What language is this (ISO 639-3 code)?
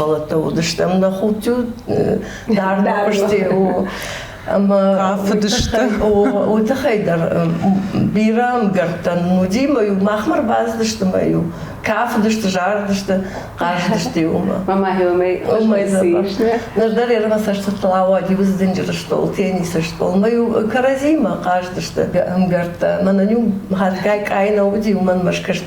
oss